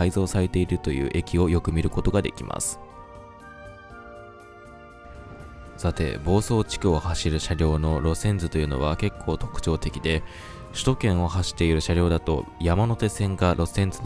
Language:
Japanese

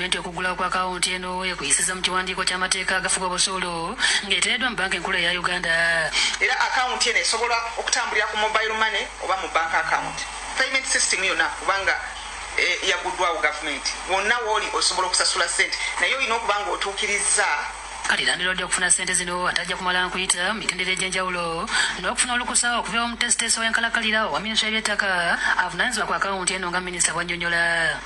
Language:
Ganda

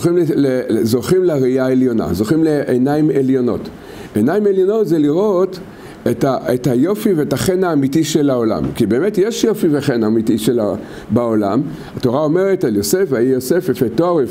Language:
Hebrew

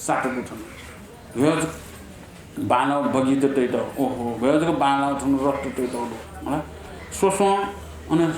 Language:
Newari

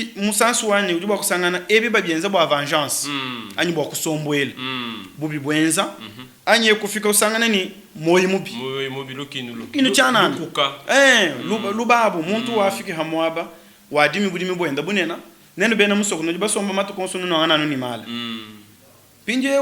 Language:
Luba-Lulua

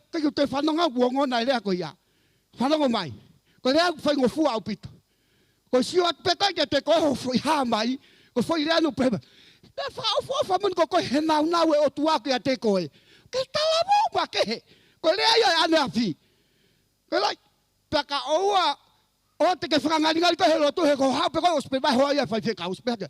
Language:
Tongan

